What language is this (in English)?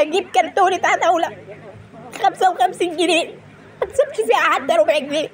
Egyptian Arabic